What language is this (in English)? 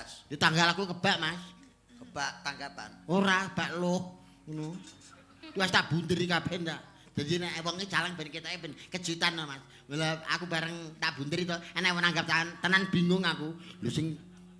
Javanese